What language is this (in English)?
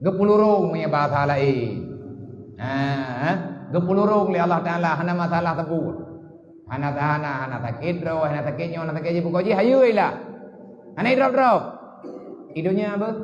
Achinese